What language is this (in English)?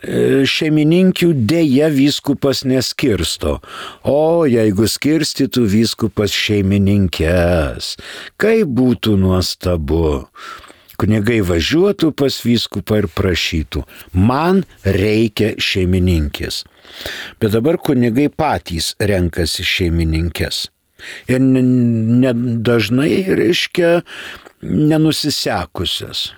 Lithuanian